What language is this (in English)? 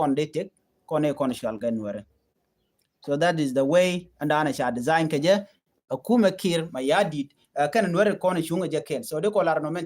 Nuer